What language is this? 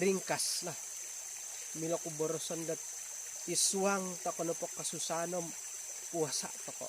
Central Dusun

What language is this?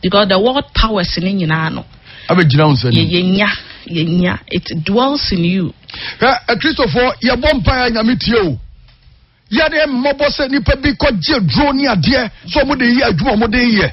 Akan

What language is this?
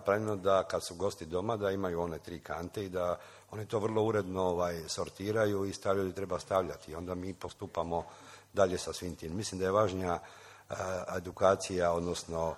Croatian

